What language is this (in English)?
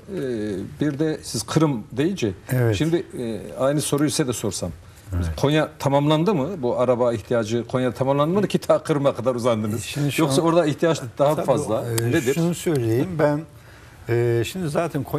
Turkish